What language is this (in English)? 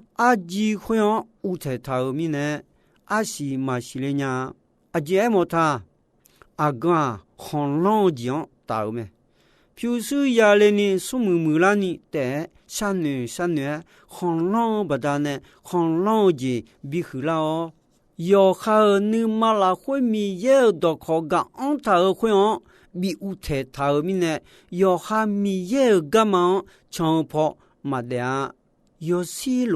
Akha